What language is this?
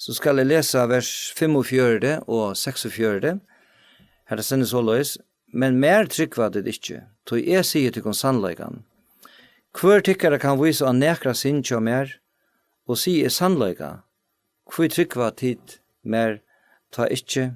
Faroese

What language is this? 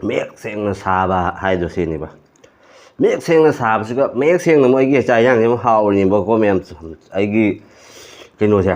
Manipuri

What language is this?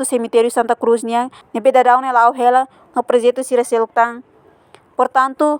Tetum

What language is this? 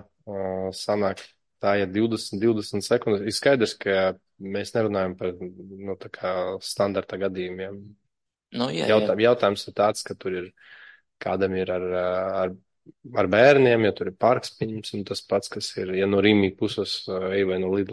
Latvian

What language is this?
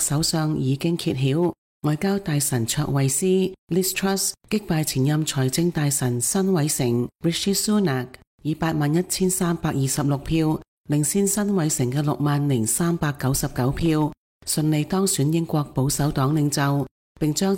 Cantonese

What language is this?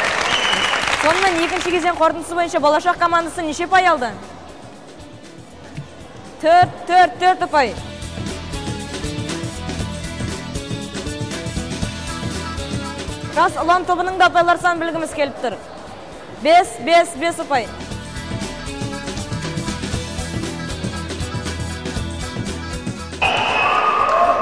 Kazakh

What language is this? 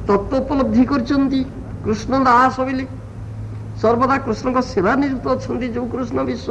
Odia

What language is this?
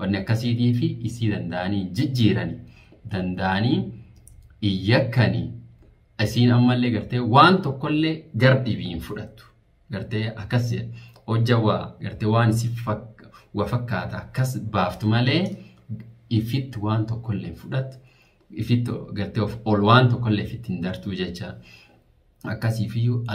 Oromo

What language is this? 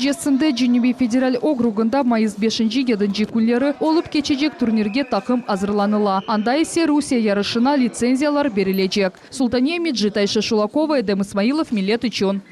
Crimean Tatar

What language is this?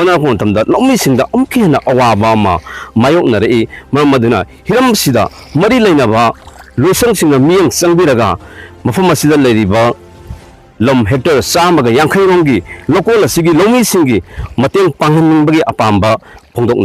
Manipuri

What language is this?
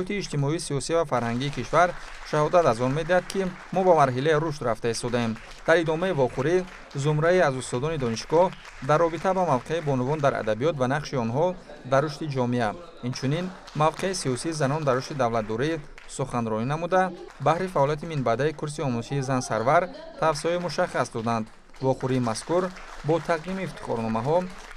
Tajik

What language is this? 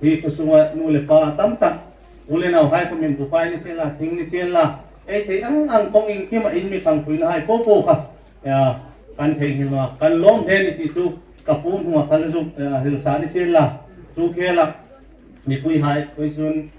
Hmar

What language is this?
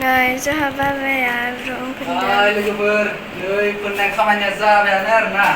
Bodo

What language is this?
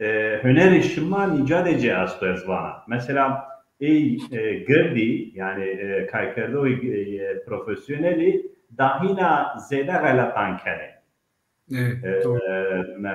Zaza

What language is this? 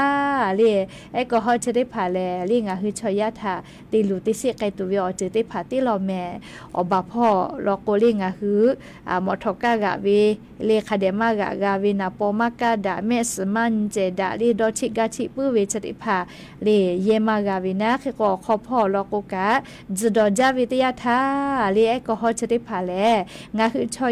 Lahu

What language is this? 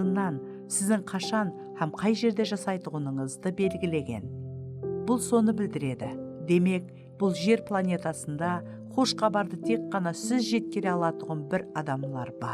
Kara-Kalpak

